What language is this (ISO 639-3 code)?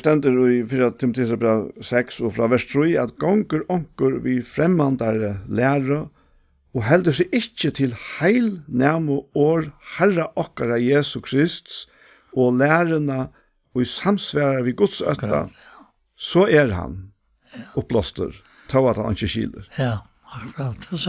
fao